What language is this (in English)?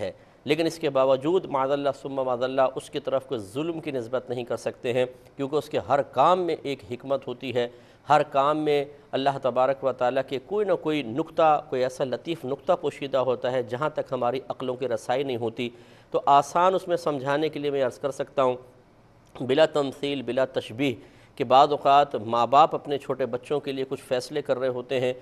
Urdu